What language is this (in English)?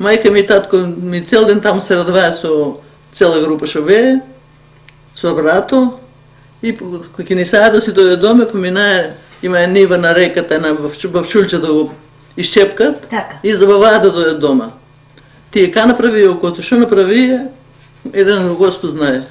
Macedonian